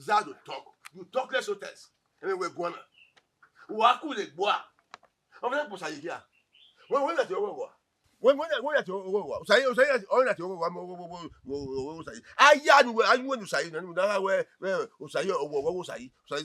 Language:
Bini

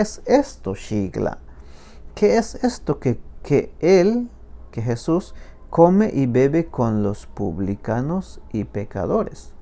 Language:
Tzeltal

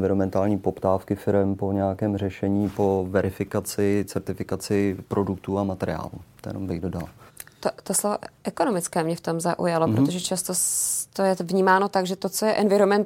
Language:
Czech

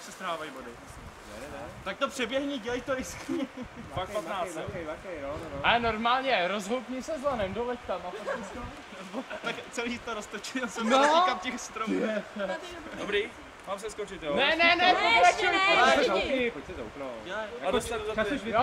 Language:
Czech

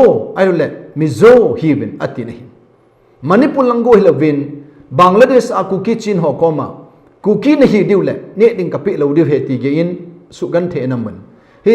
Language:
Thado Chin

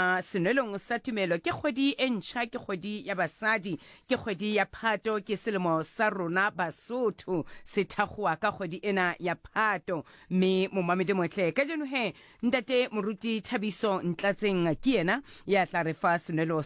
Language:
Southern Sotho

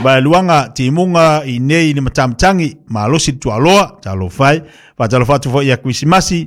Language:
Samoan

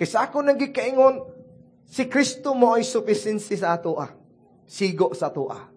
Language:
Cebuano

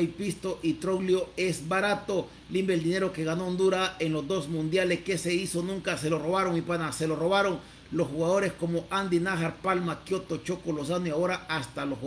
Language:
Spanish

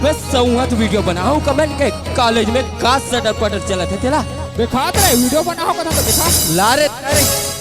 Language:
Chhattisgarhi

